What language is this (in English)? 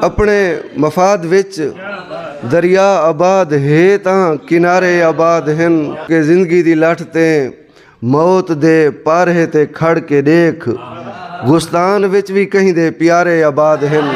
Saraiki